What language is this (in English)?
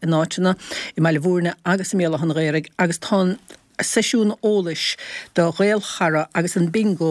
Irish